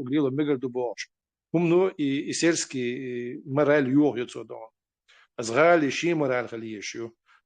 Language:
Chechen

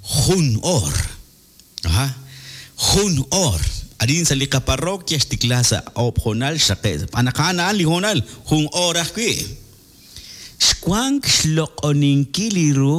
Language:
Kekchí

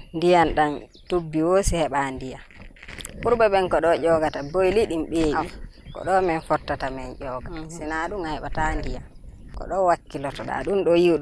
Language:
Fula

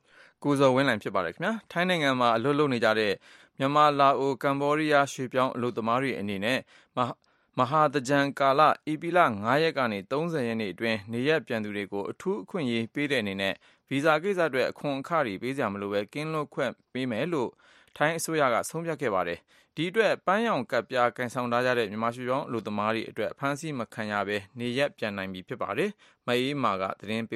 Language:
Burmese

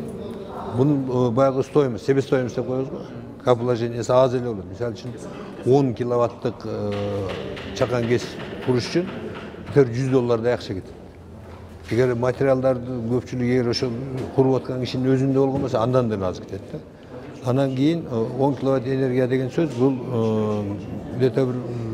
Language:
Kyrgyz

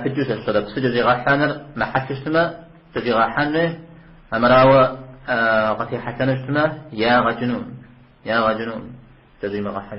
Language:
Kabardian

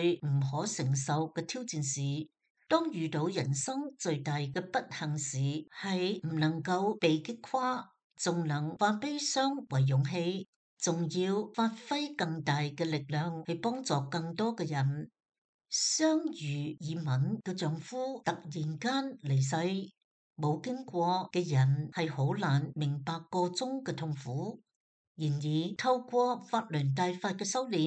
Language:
Cantonese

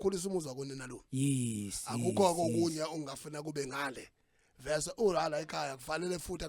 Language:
Zulu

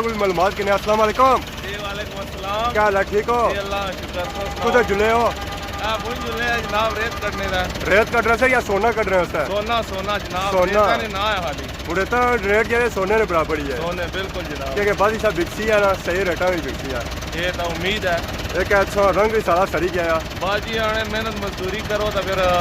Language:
Pahari-Potwari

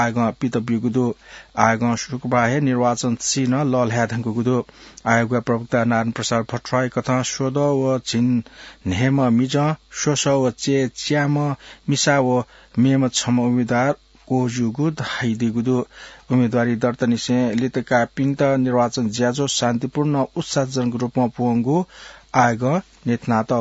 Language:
Newari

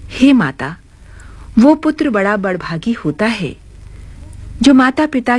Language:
Hindi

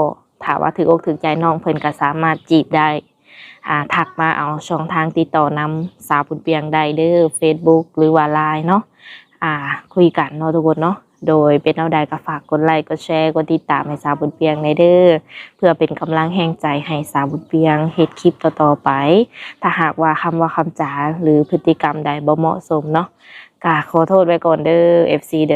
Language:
Lao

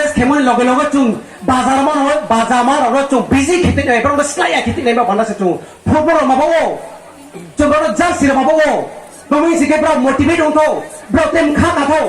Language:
Riang (India)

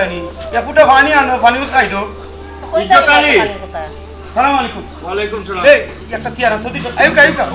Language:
Sylheti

